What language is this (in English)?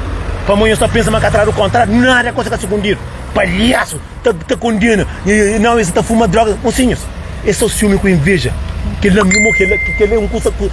Kabuverdianu